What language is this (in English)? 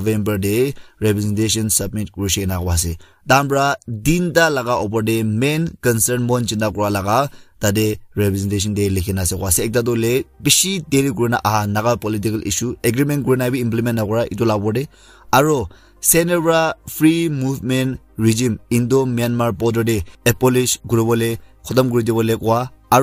Naga Pidgin